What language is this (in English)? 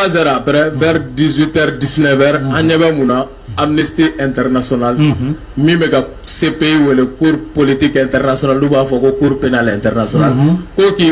Bambara